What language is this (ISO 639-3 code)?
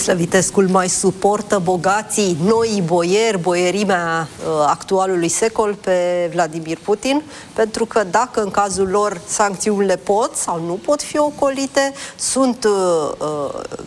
ron